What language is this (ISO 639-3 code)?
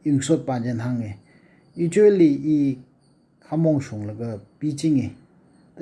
nmf